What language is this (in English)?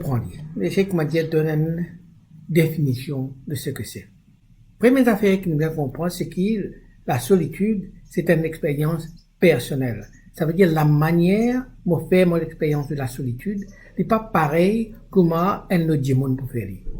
Morisyen